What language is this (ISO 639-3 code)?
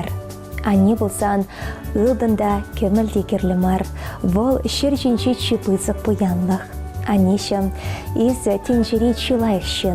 chv